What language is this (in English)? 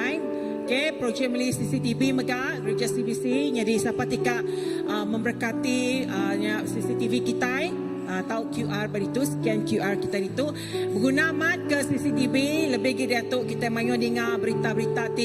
Iban